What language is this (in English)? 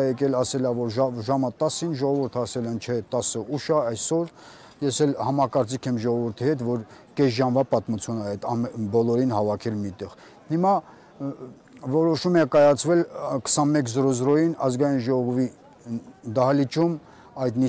Armenian